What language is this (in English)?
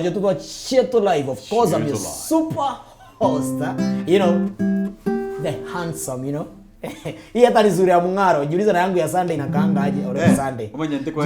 Meru